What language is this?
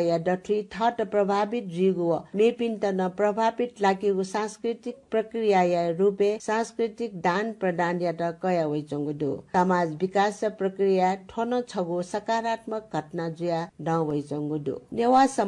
Newari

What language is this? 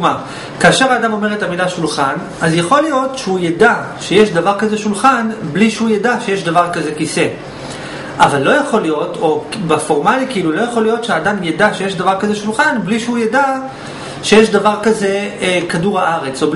Hebrew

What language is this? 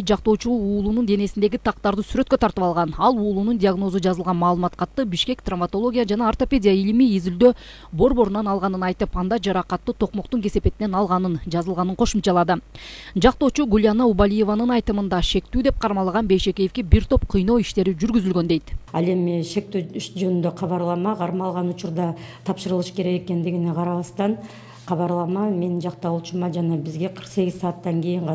Kyrgyz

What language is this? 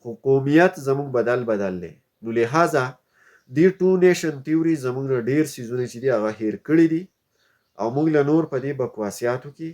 Pashto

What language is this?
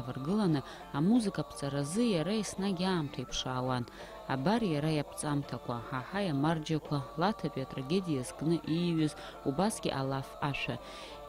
Abkhazian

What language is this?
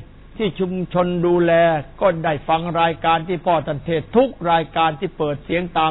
Thai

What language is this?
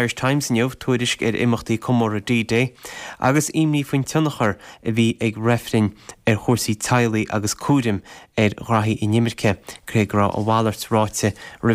Irish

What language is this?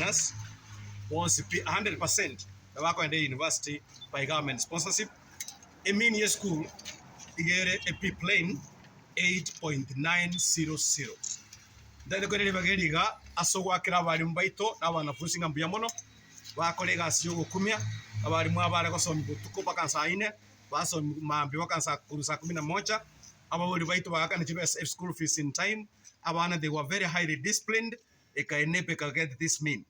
Gusii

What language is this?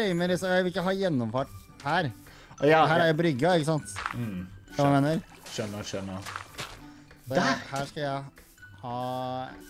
Norwegian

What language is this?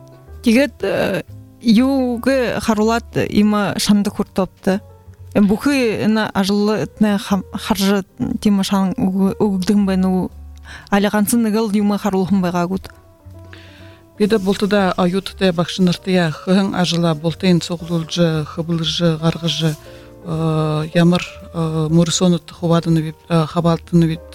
Buriat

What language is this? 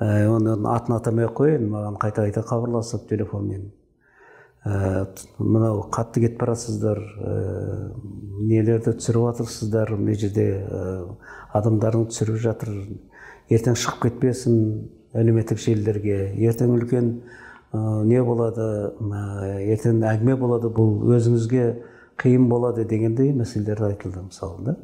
Kazakh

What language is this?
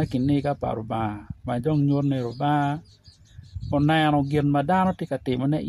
Acoli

